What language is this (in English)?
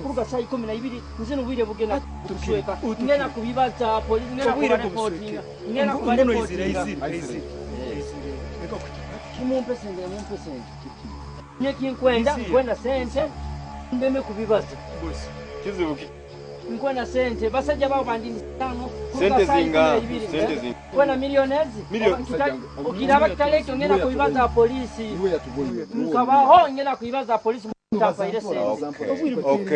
Nyoro